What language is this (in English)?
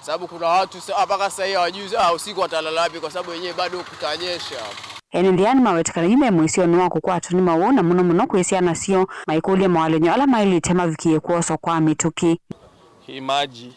Kamba